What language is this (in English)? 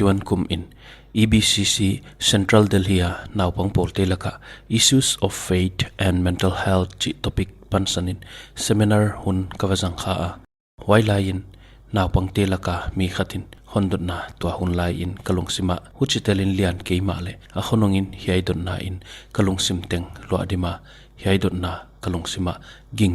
Paite Chin